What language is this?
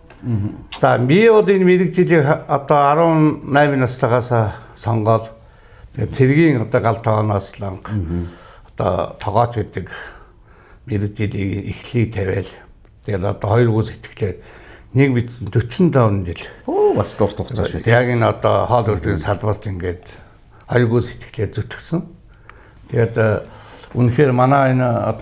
Mongolian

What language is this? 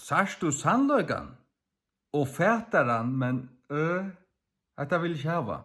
Faroese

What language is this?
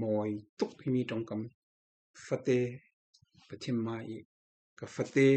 Falam Chin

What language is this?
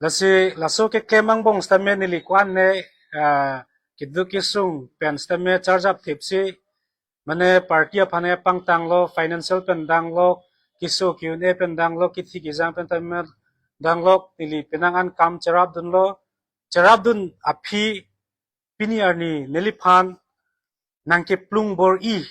Karbi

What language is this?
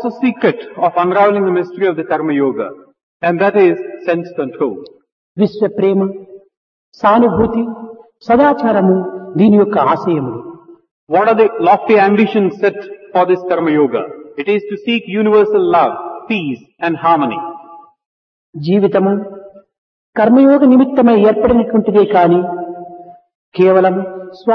Telugu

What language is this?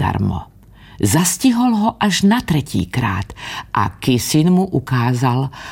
Slovak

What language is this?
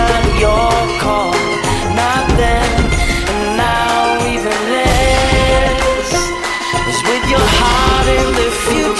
Serbian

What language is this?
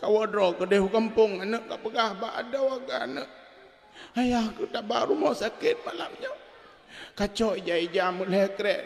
Achinese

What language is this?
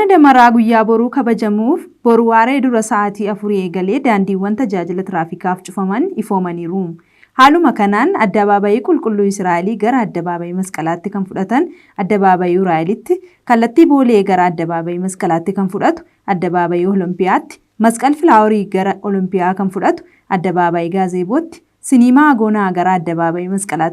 Oromo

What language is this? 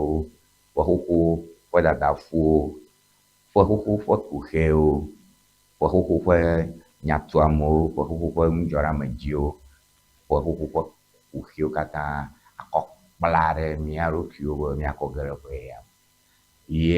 Ewe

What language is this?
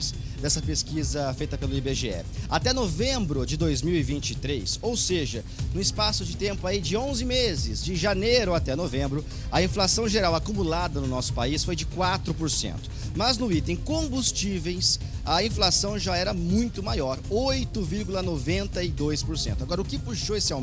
Portuguese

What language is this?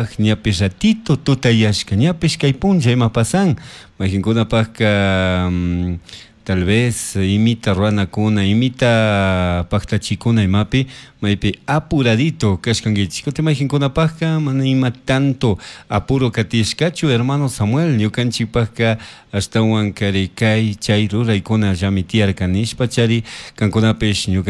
Chimborazo Highland Quichua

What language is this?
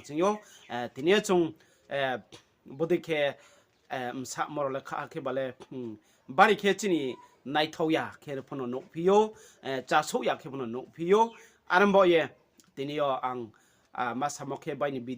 Riang (India)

